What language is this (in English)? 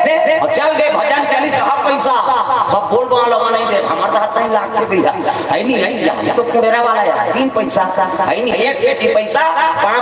Chhattisgarhi